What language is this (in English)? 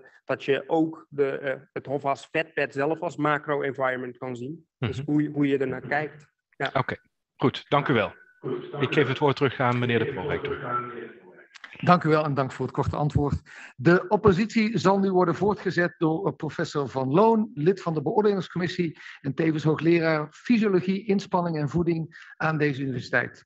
Dutch